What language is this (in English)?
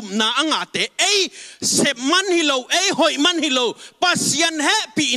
Tedim Chin